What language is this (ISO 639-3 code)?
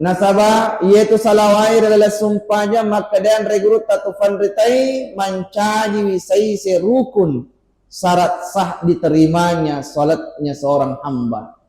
bug